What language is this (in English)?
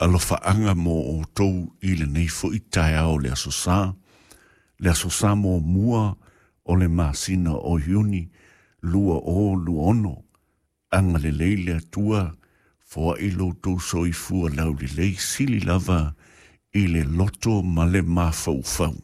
Samoan